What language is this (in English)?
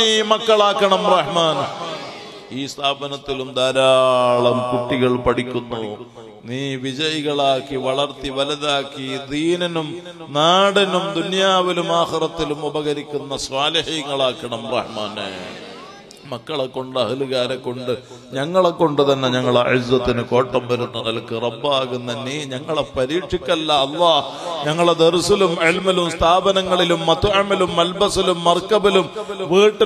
Malayalam